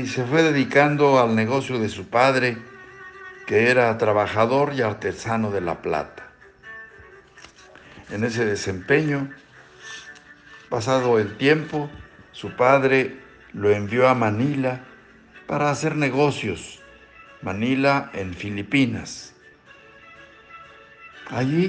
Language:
Spanish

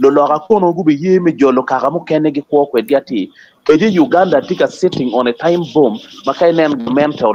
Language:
Acoli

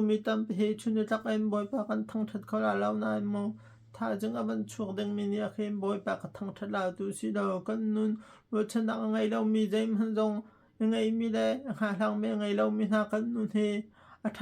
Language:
Hakha Chin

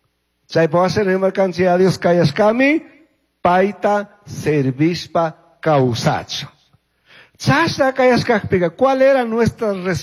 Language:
Chimborazo Highland Quichua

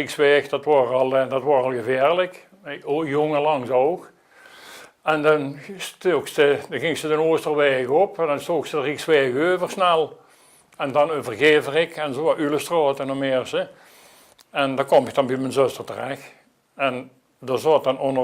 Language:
Limburgish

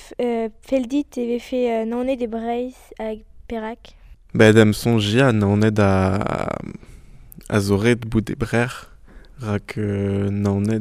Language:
Breton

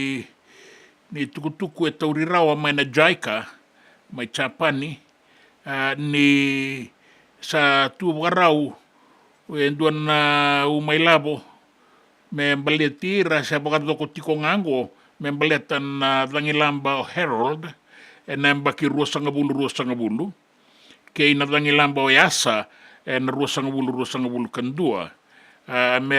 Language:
Fijian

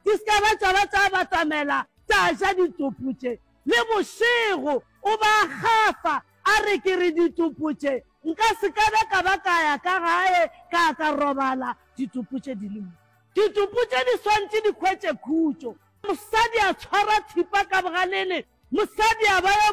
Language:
Northern Sotho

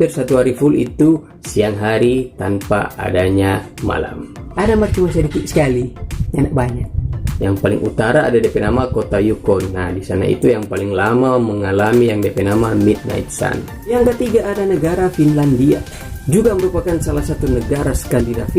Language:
Manado Malay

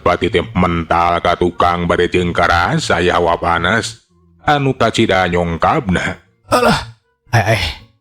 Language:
Sundanese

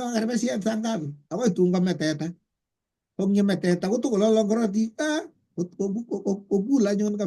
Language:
Kalenjin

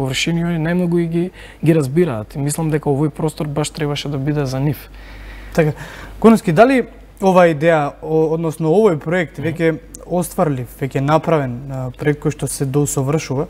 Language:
Macedonian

